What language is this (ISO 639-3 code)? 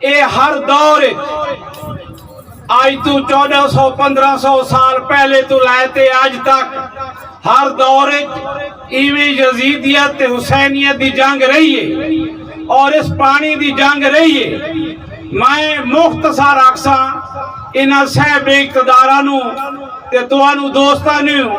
skr